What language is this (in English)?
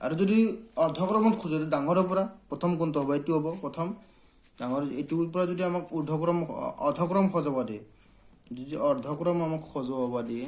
Assamese